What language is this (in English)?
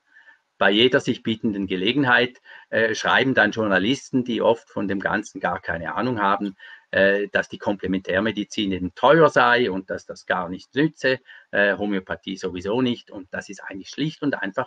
German